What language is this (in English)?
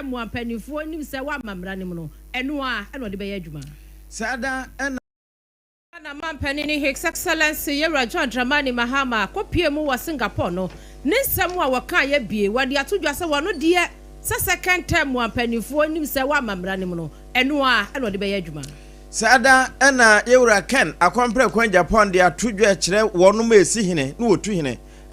Akan